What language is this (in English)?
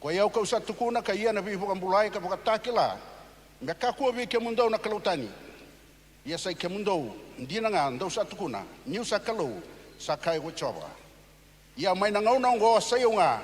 Fijian